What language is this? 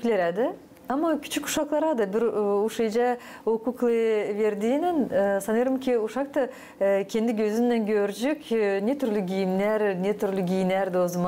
Gagauz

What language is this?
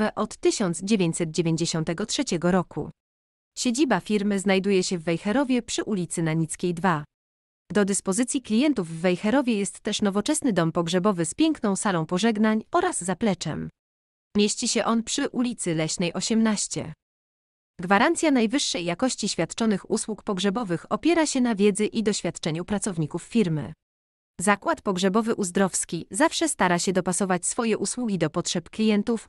Polish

